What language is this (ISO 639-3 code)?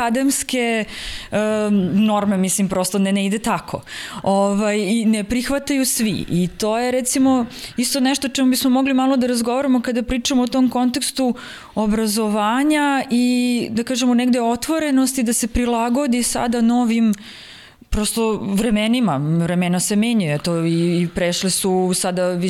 srp